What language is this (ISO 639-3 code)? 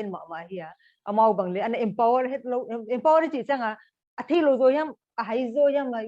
pck